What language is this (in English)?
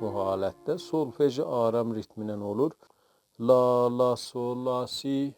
South Azerbaijani